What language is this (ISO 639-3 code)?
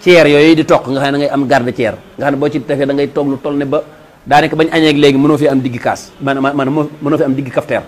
wol